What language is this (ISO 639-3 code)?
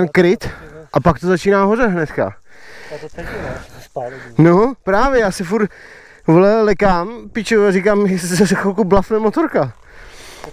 ces